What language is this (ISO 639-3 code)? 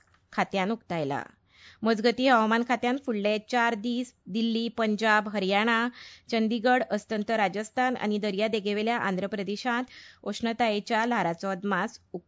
kok